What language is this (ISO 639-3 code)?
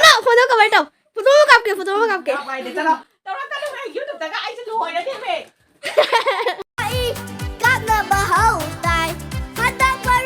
mni